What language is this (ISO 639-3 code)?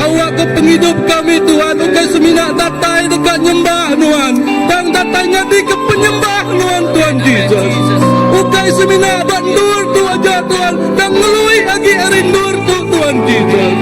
iba